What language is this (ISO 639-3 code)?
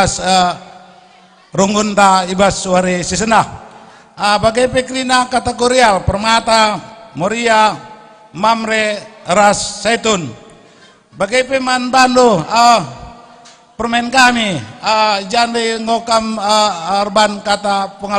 btx